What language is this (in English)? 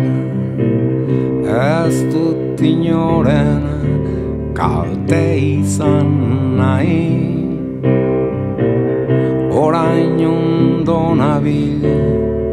Basque